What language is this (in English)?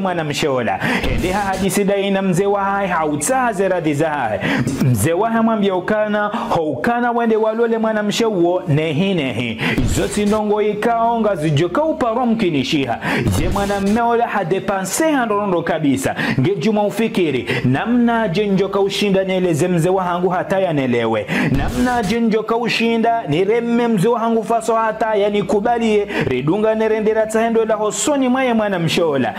Ngazidja Comorian